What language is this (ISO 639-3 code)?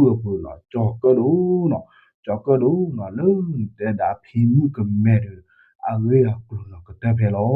ksw